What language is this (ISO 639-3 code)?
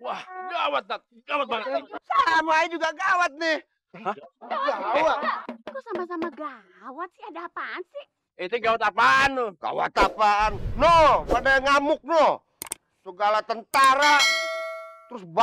bew